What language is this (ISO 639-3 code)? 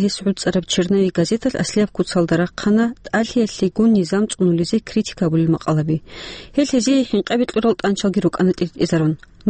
ava